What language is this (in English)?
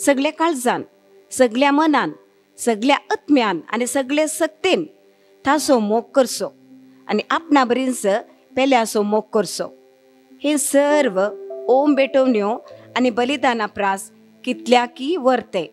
Konkani